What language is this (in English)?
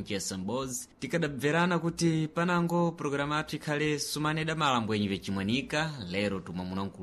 Sena